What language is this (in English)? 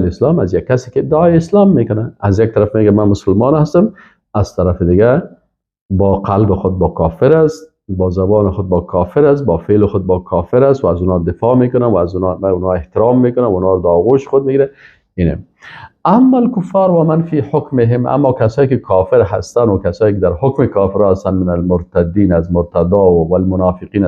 Persian